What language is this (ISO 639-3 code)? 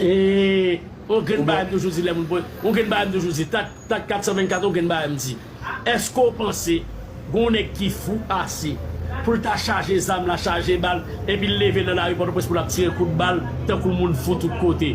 hat